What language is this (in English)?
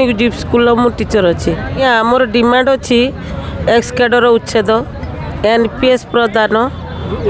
Odia